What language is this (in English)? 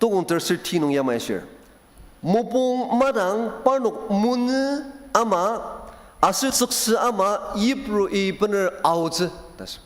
Ao Naga